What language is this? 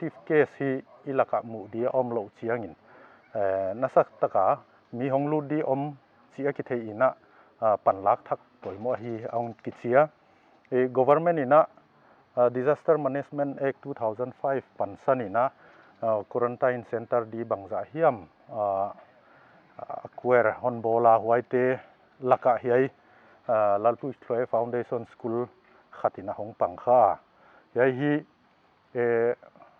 Paite Chin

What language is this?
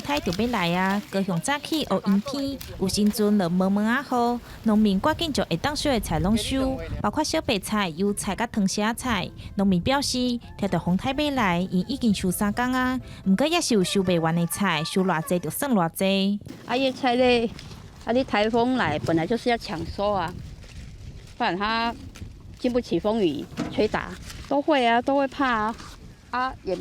Min Nan Chinese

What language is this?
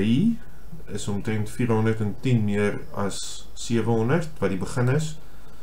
Afrikaans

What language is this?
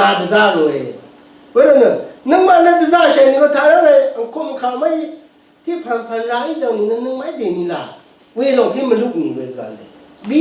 Rawang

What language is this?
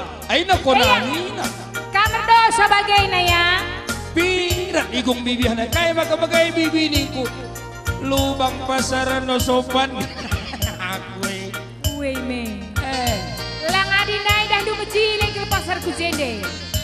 Batak Karo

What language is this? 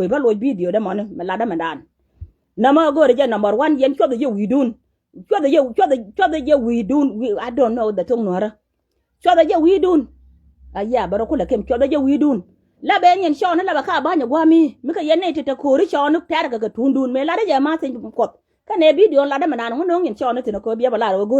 Nuer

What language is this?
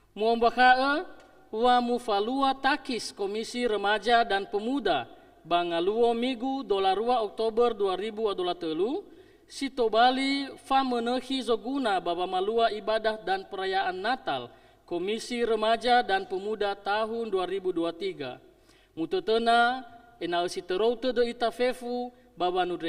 Nias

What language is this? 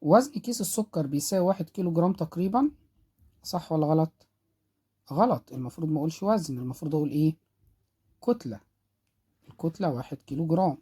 Egyptian Arabic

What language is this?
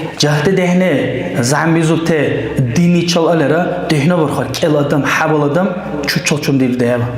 Dargwa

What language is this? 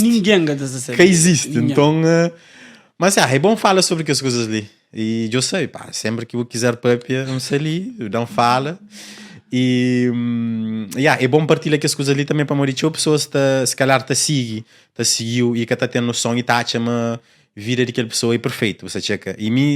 Kabuverdianu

